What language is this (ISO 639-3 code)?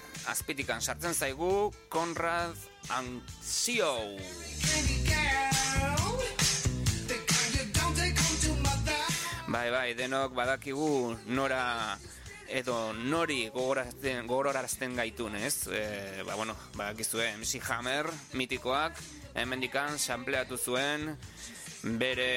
eus